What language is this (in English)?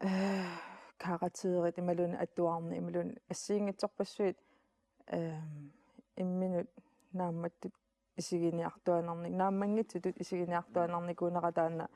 Kalaallisut